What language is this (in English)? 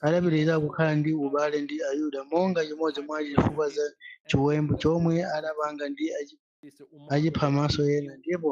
Nyanja